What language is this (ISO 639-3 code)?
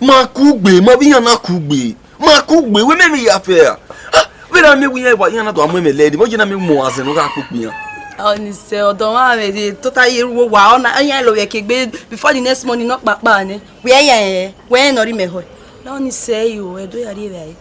bin